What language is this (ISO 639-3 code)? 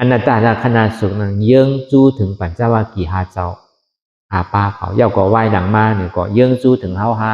shn